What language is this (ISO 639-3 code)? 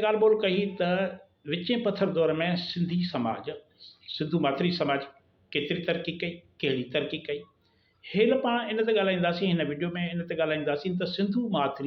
snd